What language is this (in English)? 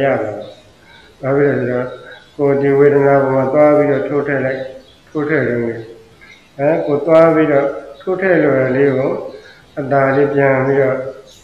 Burmese